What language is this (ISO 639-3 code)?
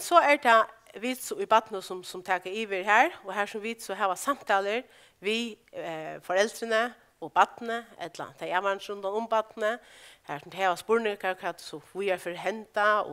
fao